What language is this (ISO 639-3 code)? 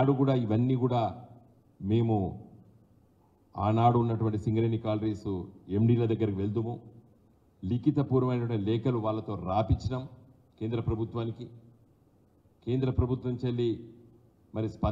tel